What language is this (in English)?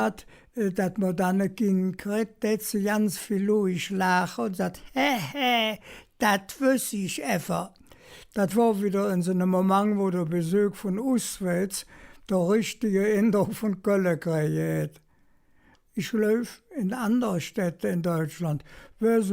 Colognian